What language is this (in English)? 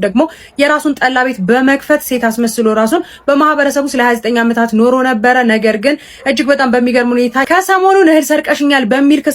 Amharic